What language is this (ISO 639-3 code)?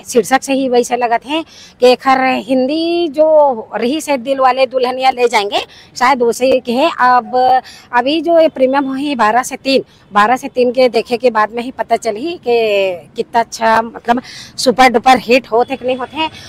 hne